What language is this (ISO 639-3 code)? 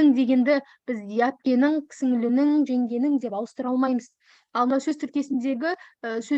kaz